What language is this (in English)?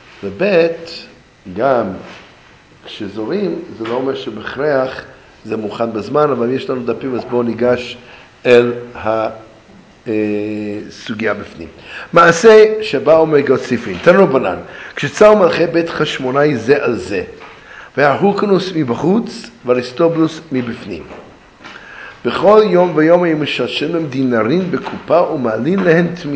Hebrew